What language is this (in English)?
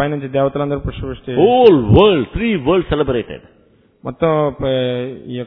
Telugu